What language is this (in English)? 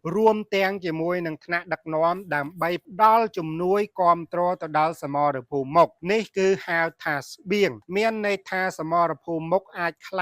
Khmer